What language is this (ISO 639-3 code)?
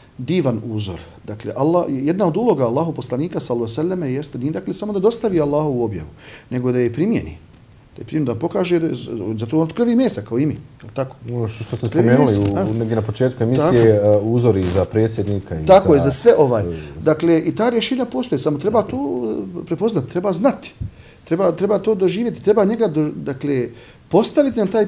bos